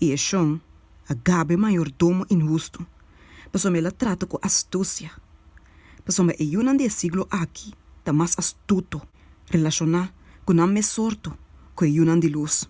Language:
Papiamento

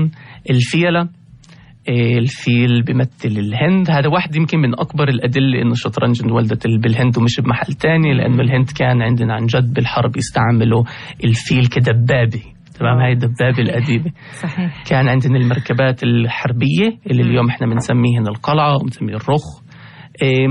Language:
North Levantine Arabic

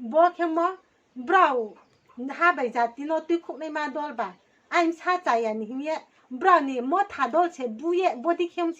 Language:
Riang (India)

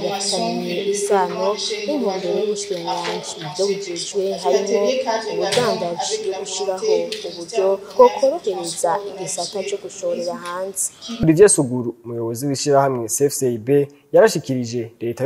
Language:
Rundi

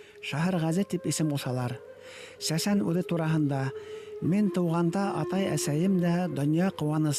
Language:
Bashkir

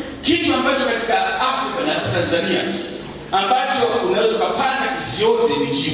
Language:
Swahili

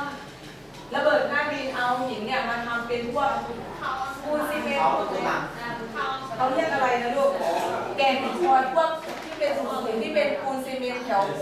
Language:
Thai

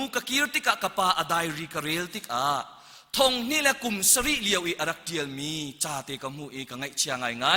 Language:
Hakha Chin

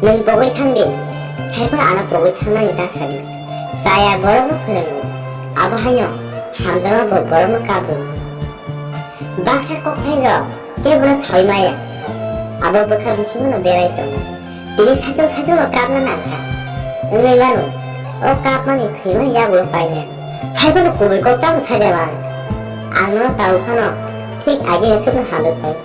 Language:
Kok Borok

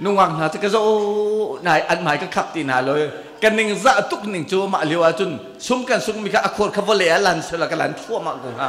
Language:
Hakha Chin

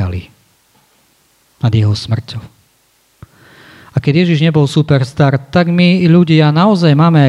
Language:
Slovak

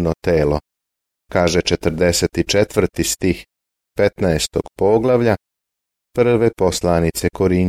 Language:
Serbian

